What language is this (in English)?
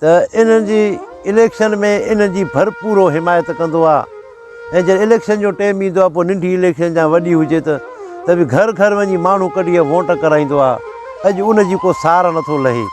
Sindhi